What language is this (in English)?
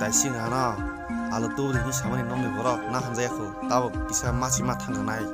Kok Borok